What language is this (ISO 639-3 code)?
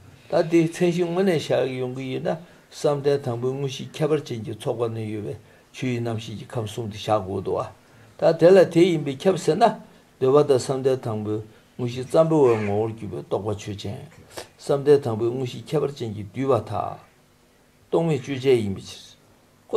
bod